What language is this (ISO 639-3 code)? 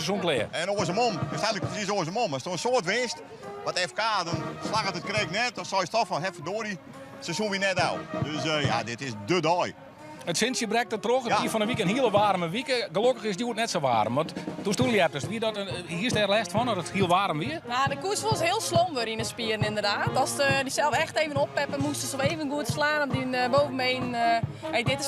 fry